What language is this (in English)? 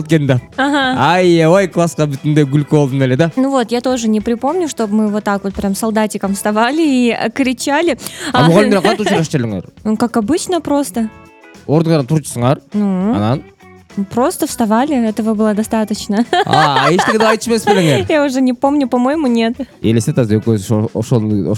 Kyrgyz